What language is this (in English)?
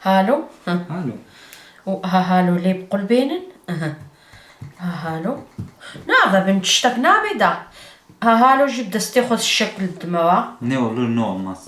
Kurdish